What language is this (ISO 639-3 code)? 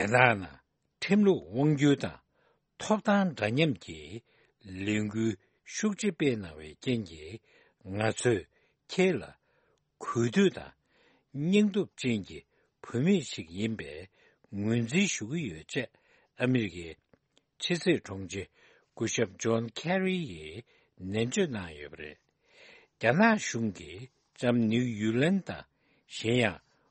bod